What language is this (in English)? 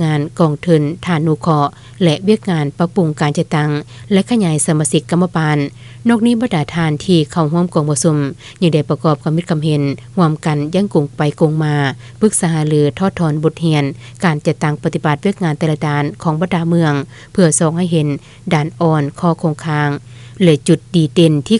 Lao